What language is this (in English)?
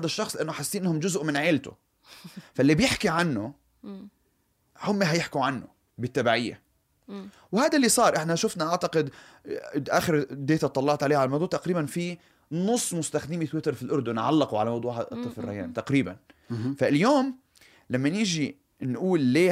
North Levantine Arabic